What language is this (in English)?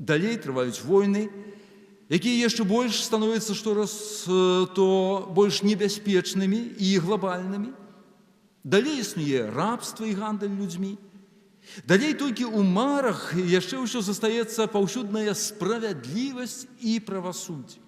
Belarusian